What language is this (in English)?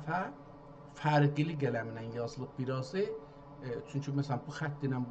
South Azerbaijani